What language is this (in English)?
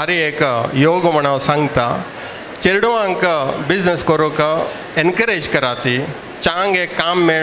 Konkani